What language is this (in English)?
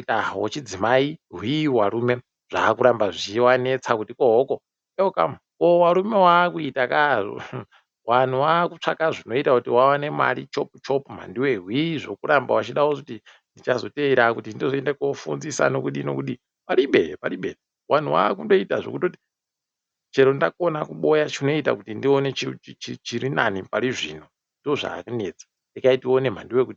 Ndau